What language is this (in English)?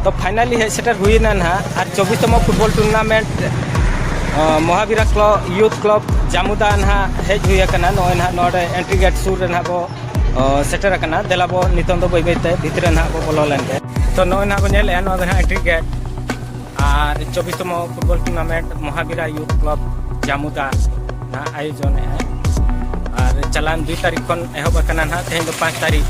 Santali